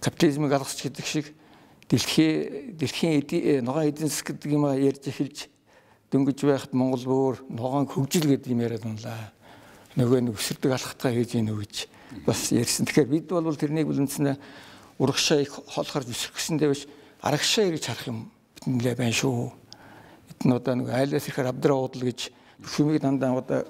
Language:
Mongolian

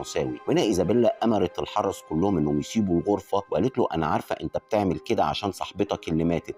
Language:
Egyptian Arabic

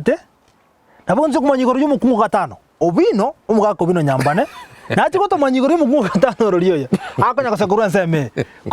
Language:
Gusii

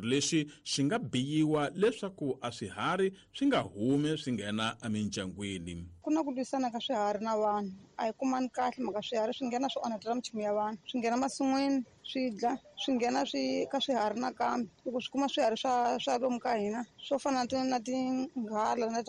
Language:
Tsonga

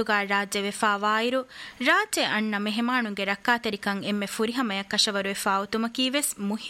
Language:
Divehi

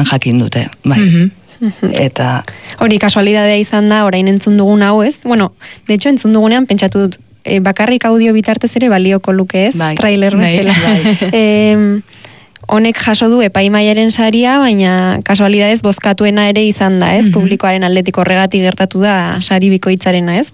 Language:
Basque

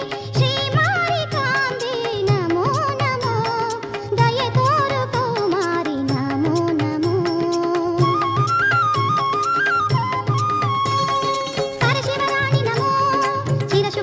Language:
Kannada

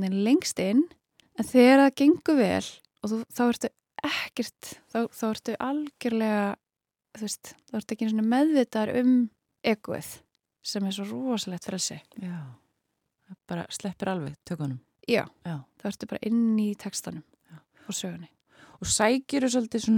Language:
Icelandic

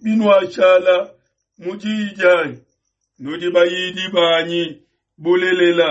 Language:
Luba-Lulua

